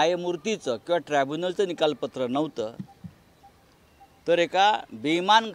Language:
Marathi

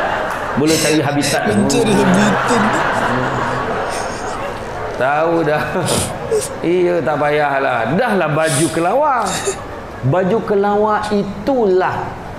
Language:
Malay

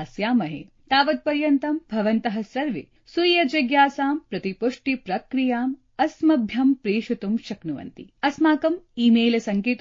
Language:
Sanskrit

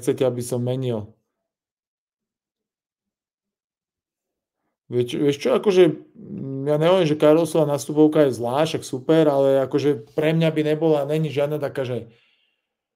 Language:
Slovak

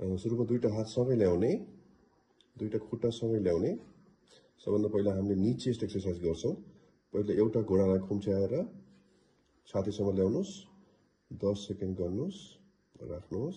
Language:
Nepali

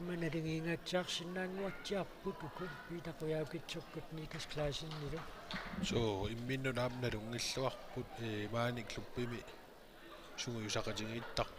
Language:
Kalaallisut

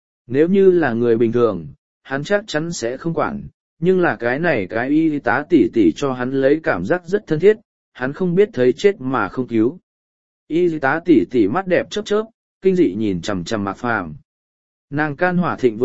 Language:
Vietnamese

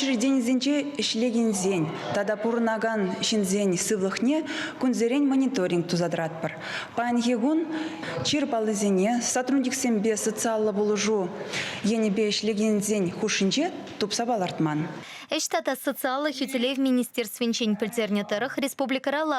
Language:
Chuvash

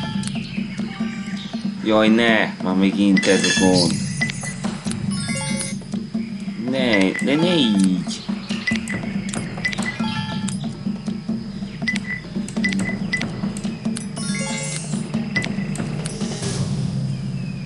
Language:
Hungarian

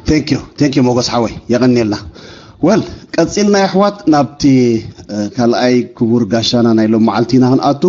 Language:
Tigrinya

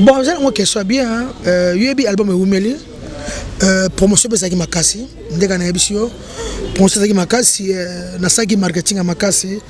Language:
Lingala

